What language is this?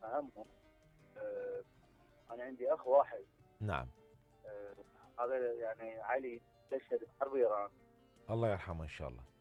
Mesopotamian Arabic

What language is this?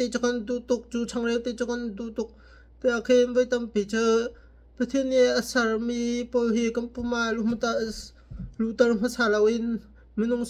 Hakha Chin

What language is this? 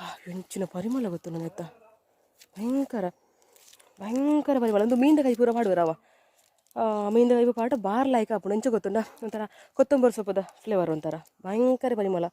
Tulu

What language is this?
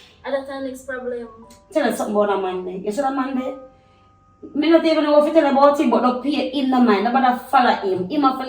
Jamaican Creole English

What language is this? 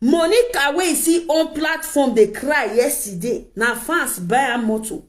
Nigerian Pidgin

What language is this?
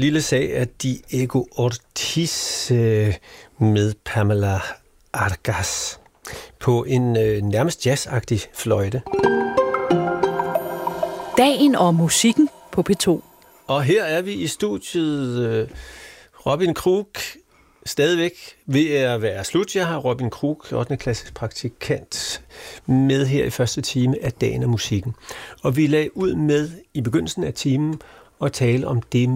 Danish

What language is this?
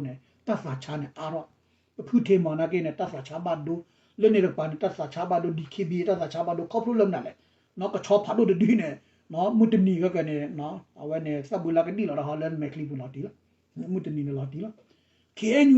S'gaw Karen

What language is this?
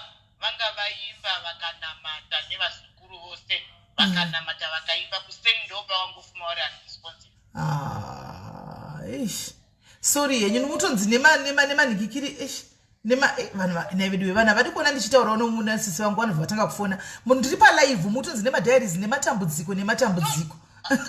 Shona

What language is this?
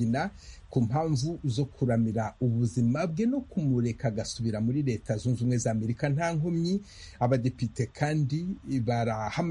Kinyarwanda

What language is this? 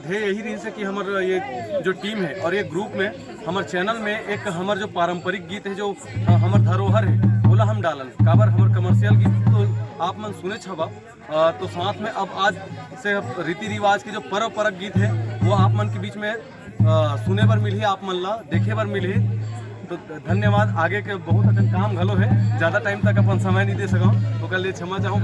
Chhattisgarhi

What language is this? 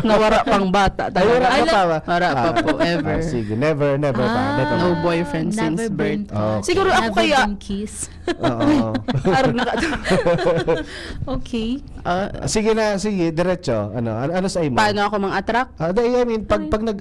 Bikol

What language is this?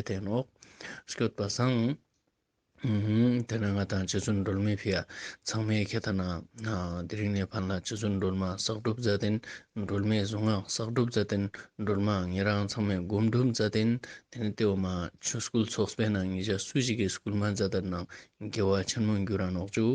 Ladakhi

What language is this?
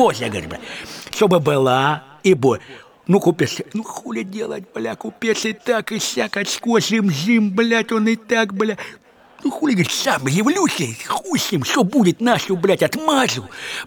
Russian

